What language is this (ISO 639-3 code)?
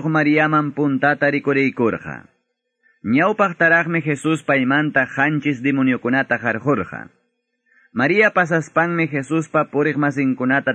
que